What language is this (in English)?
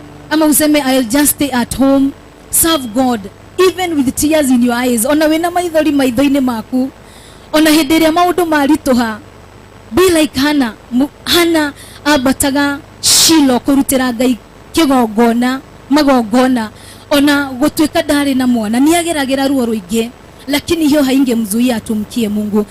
Kikuyu